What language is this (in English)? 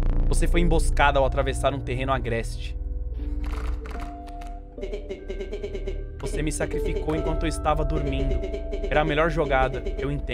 Portuguese